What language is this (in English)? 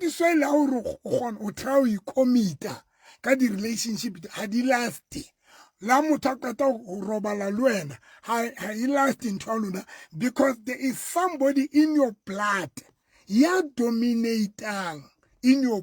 Southern Sotho